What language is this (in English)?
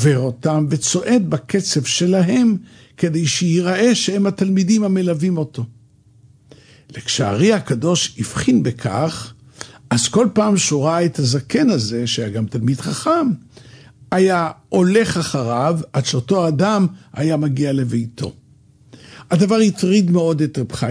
Hebrew